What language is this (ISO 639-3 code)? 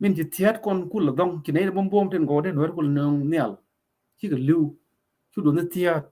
nus